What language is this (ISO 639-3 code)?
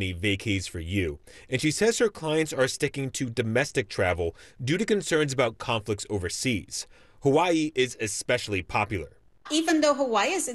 eng